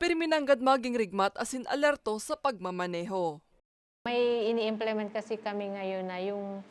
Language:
Bikol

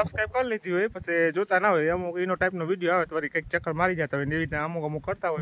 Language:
Gujarati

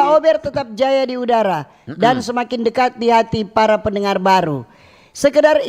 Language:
Manado Malay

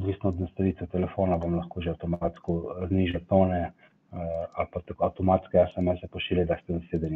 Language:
Slovenian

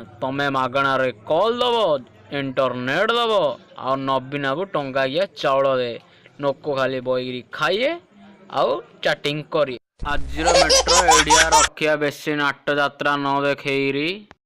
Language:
Sambalpuri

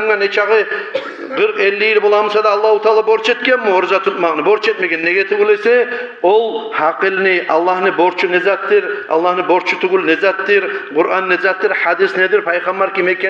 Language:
Kumyk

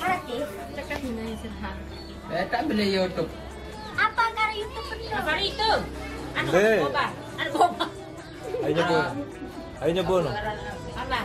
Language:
Sasak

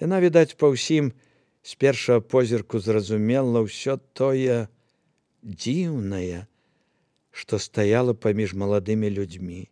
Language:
Belarusian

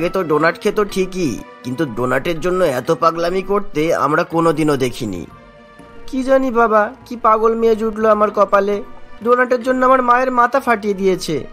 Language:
Bangla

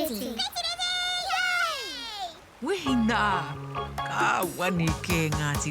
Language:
Māori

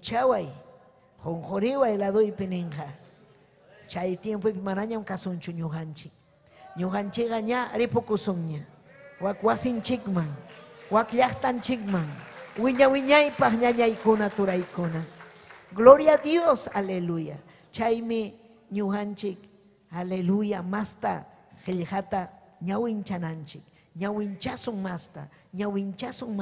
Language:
Ayacucho Quechua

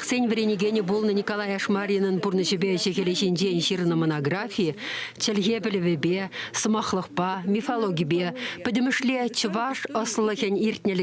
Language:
Chuvash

